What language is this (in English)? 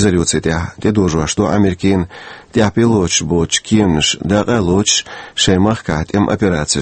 Chechen